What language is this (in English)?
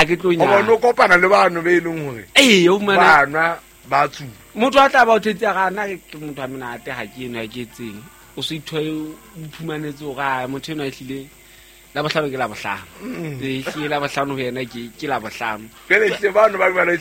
Southern Sotho